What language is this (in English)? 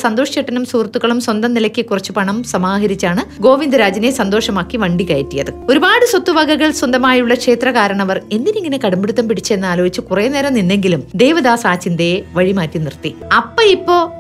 Malayalam